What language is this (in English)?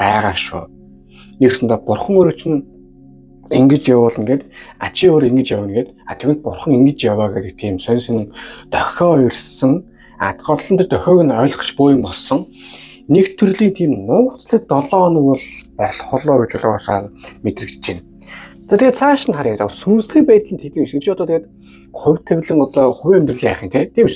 Mongolian